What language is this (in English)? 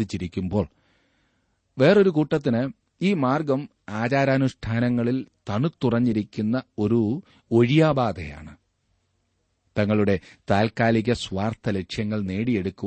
Malayalam